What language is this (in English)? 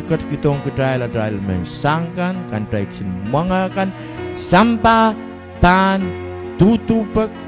Pohnpeian